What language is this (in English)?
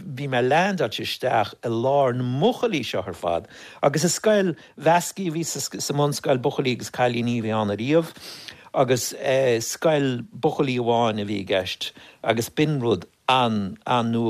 Irish